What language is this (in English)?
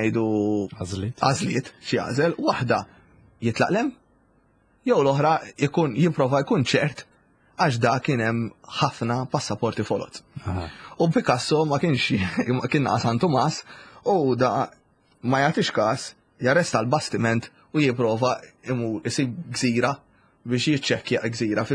Maltese